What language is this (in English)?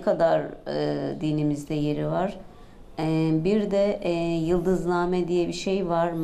Turkish